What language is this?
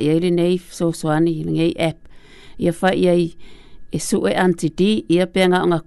Samoan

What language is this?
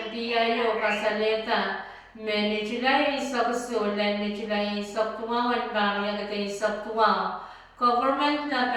Pohnpeian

